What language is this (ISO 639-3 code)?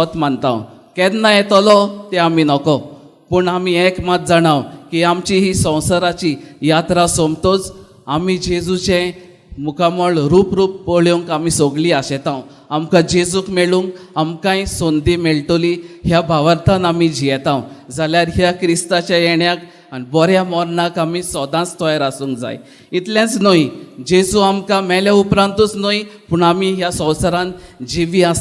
kok